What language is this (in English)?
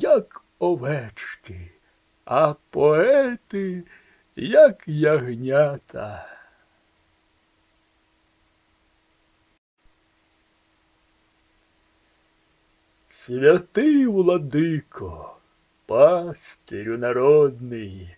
Ukrainian